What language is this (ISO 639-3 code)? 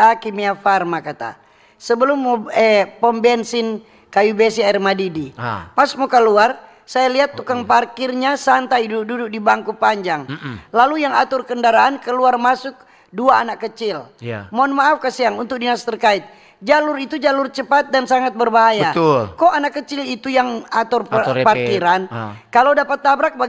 xmm